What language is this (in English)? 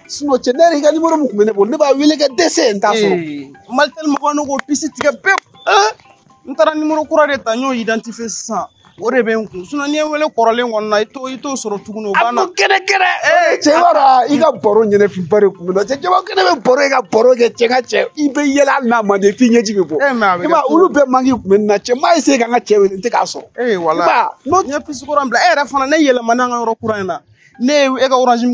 Bambara